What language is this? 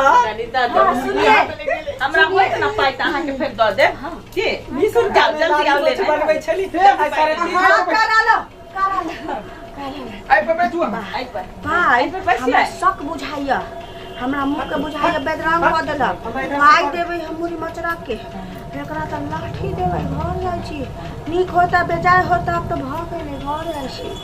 Maithili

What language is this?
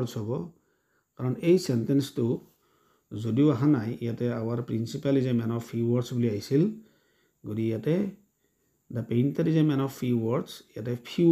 Assamese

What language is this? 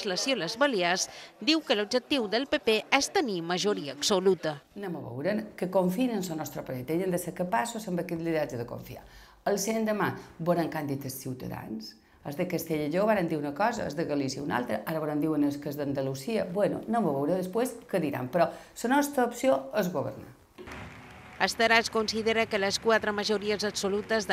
Catalan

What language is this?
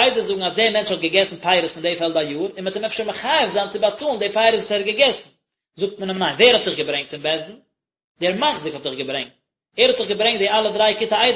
Yiddish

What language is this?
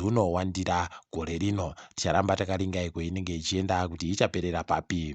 Ndau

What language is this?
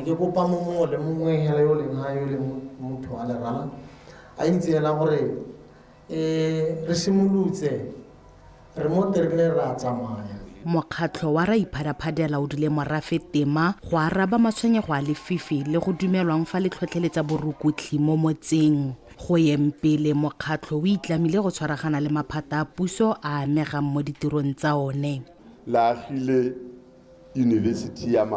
Tswana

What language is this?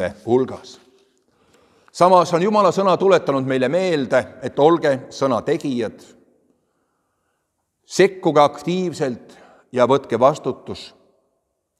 Estonian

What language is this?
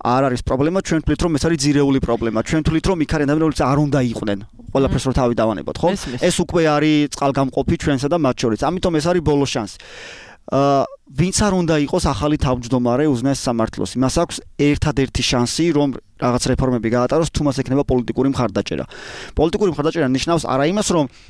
Georgian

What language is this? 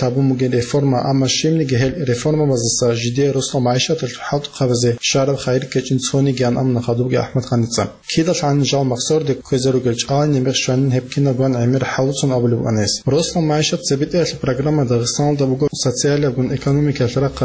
Avaric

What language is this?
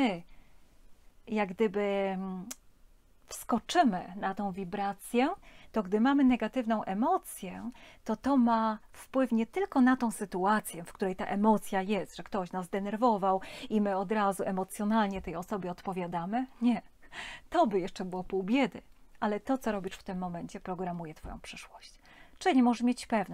Polish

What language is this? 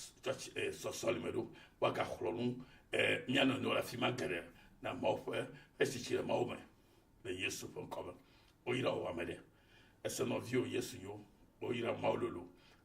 Ewe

